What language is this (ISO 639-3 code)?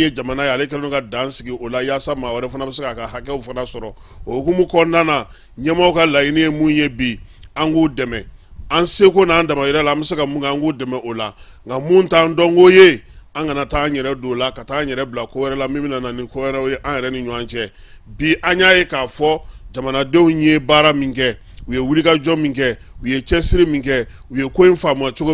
bam